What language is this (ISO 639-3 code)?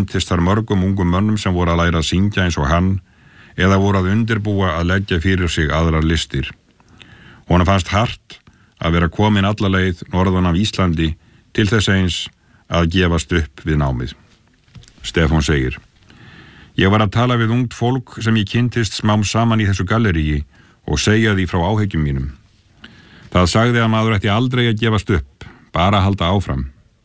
isl